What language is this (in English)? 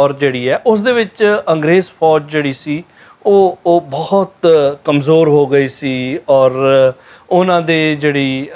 Western Panjabi